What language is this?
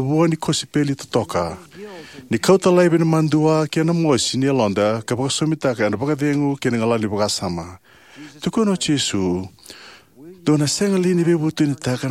Fijian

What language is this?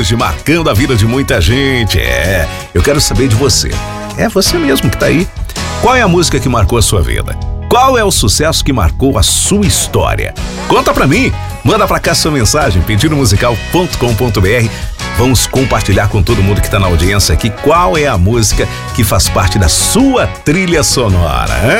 Portuguese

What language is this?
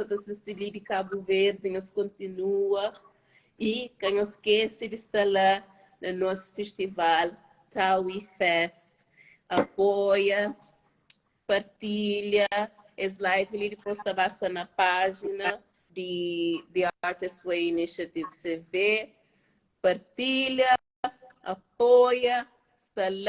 Kabuverdianu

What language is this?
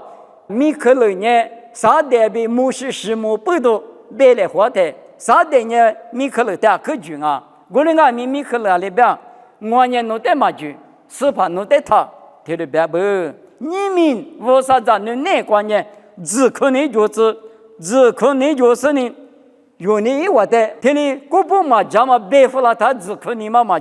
Lisu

